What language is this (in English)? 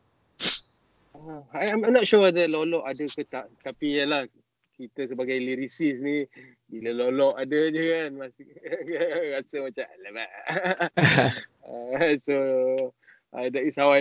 Malay